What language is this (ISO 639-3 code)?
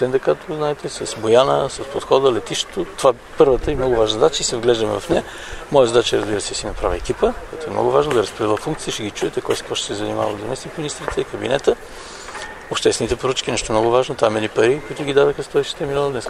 bul